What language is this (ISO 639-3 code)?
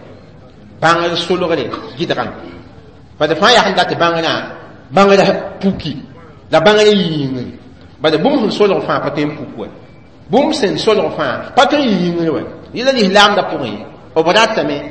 mos